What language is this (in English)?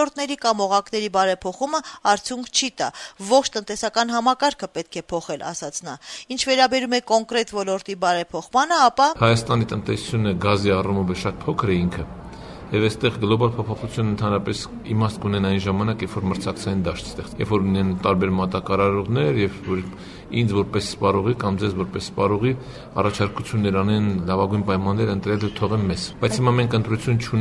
Armenian